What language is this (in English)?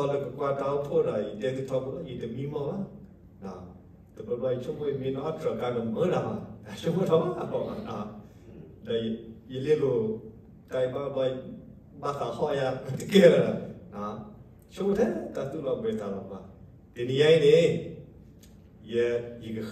S'gaw Karen